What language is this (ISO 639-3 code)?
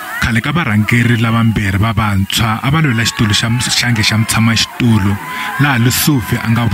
tso